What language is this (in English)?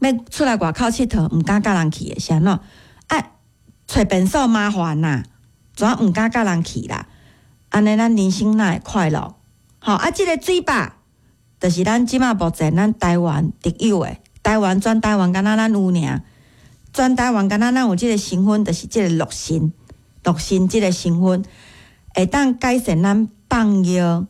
Min Nan Chinese